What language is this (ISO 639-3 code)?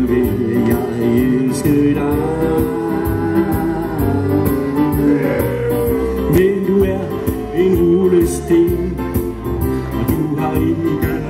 dan